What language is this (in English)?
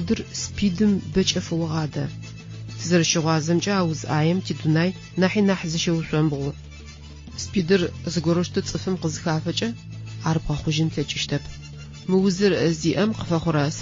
Adyghe